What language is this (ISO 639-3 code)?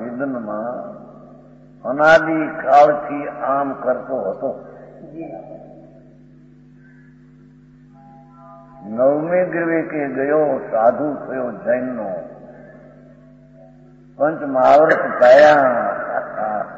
guj